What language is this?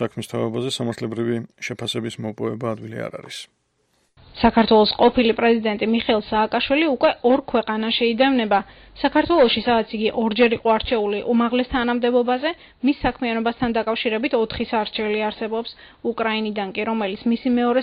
Georgian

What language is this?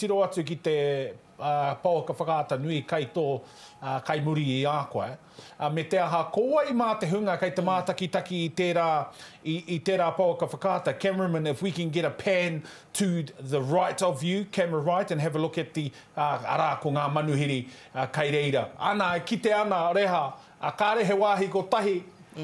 Māori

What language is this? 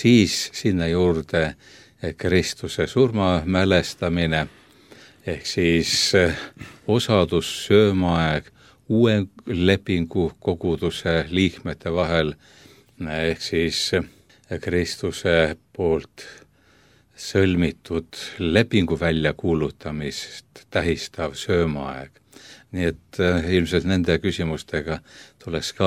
Estonian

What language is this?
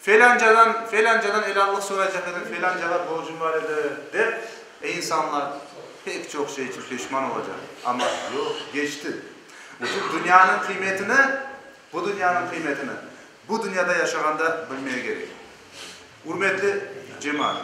Crimean Tatar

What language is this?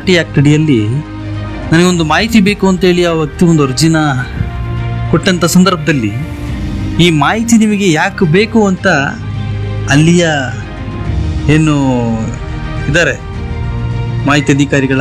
Kannada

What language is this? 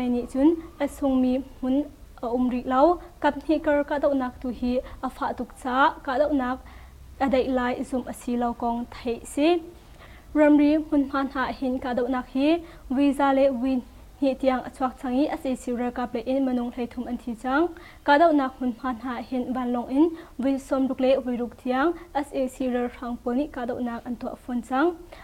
Hakha Chin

